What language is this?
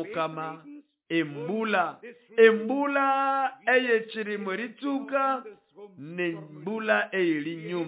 Nande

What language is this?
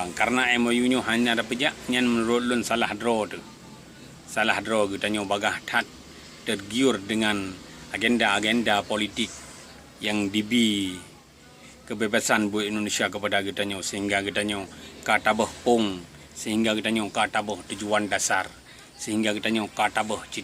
Achinese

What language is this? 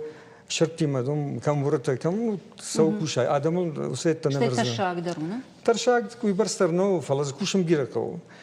Ossetic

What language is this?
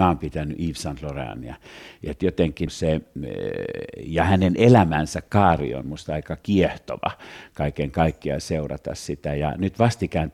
Finnish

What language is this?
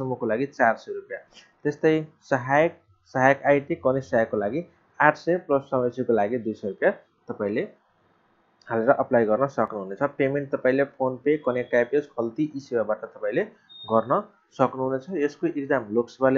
Nepali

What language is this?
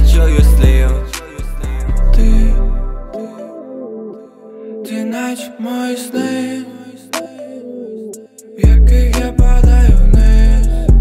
Ukrainian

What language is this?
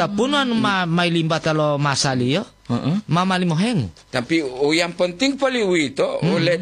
Gorontalo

